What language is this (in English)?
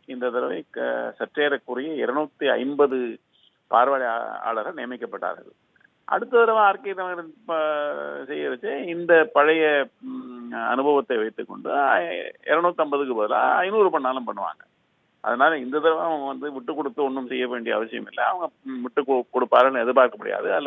Tamil